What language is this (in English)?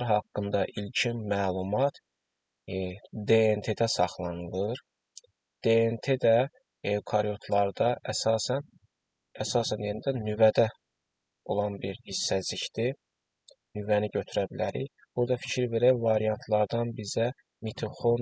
Azerbaijani